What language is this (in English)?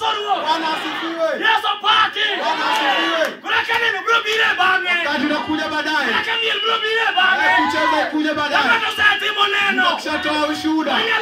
Luo (Kenya and Tanzania)